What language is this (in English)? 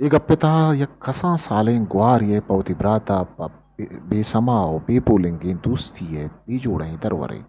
Eastern Balochi